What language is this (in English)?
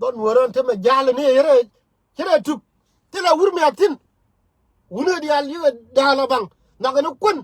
Nuer